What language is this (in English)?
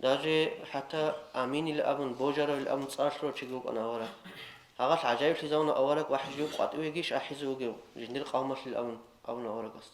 Avaric